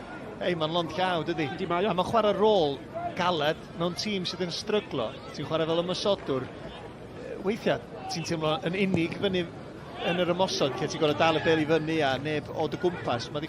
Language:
Welsh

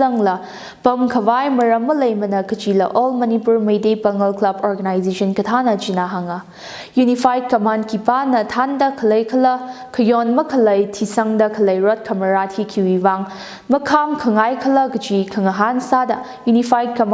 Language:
Tangkhul Naga (India)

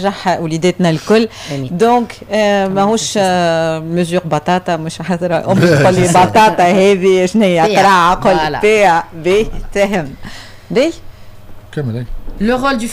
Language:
Tunisian Arabic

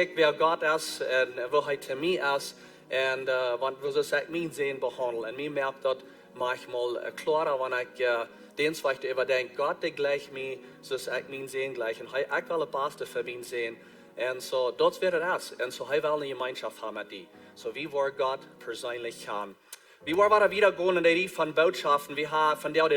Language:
Plautdietsch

